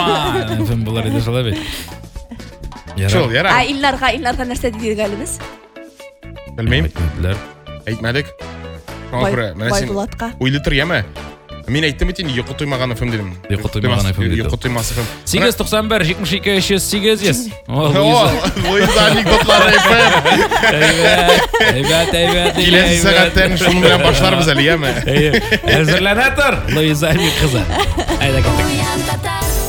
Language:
Tatar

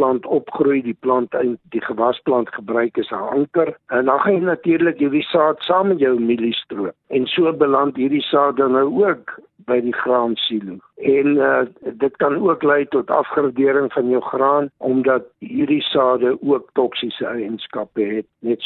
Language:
Afrikaans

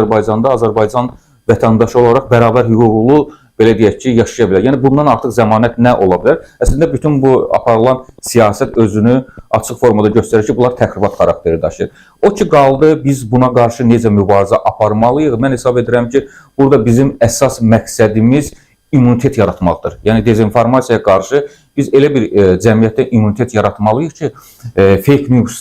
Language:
Azerbaijani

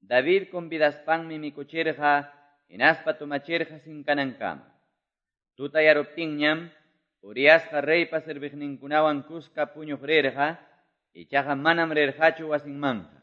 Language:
Quechua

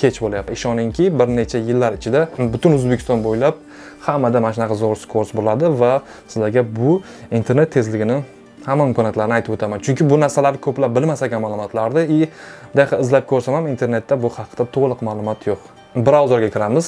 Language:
Uzbek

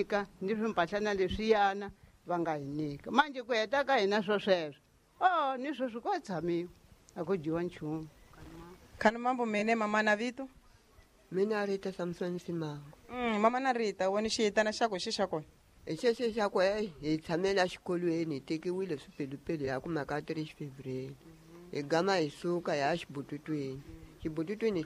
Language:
Tsonga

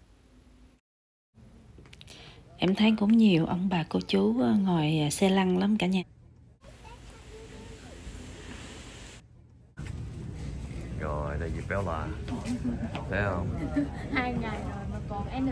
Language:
Vietnamese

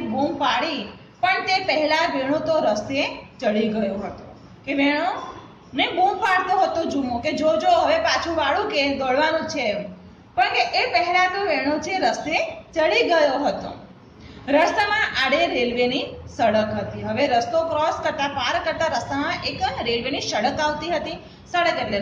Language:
Gujarati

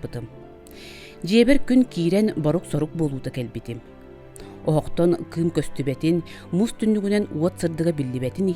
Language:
Yakut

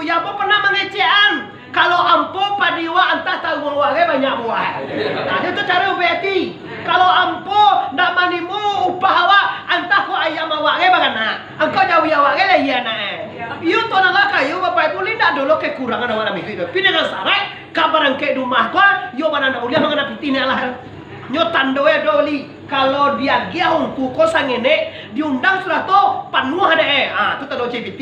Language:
Minangkabau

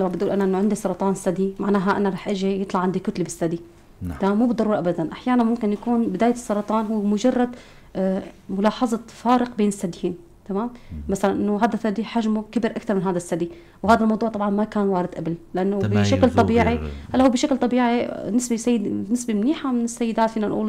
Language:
North Levantine Arabic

